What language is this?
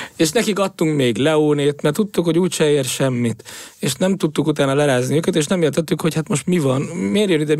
Hungarian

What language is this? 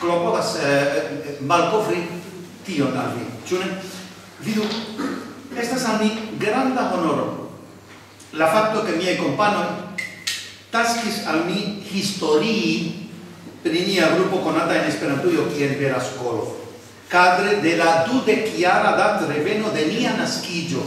Esperanto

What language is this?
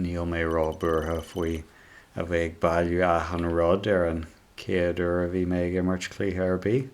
Irish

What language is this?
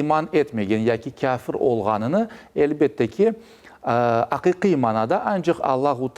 Crimean Tatar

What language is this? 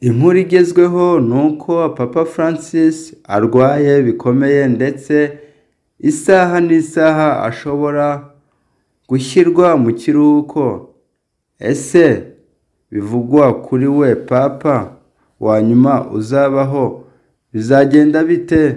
Kinyarwanda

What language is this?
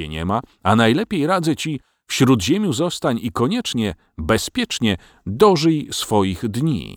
Polish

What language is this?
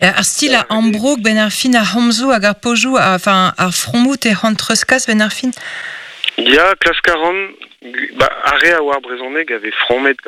Breton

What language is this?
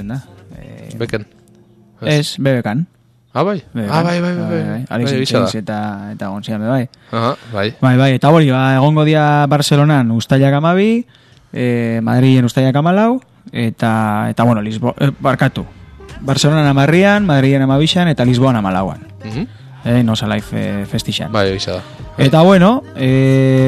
Basque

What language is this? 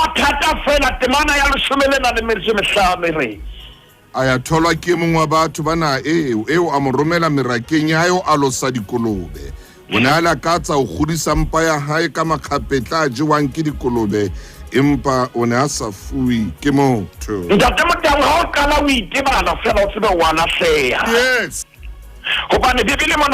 Southern Sotho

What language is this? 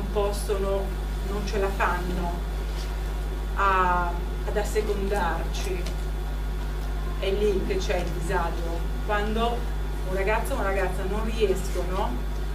Italian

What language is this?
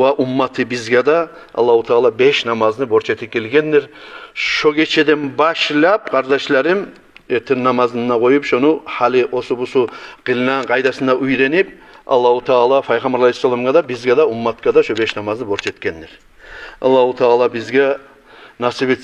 Kumyk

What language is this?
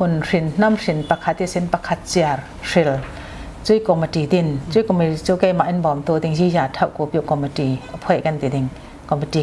Falam Chin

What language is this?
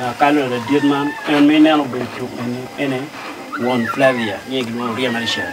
Acoli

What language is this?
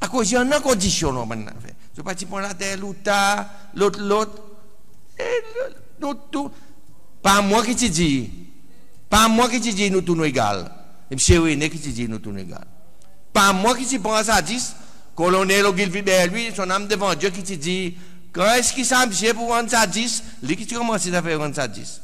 Seselwa Creole French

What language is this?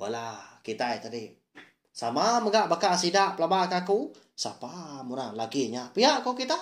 Iban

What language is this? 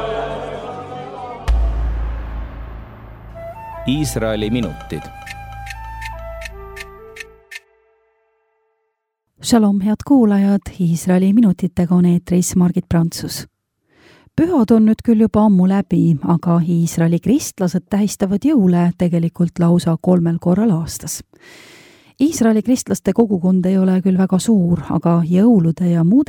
Estonian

